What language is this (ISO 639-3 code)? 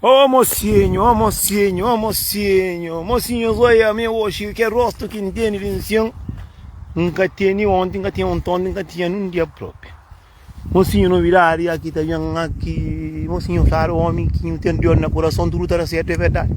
kea